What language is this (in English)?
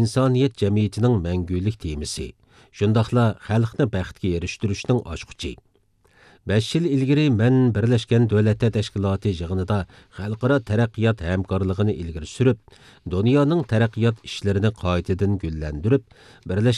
Uyghur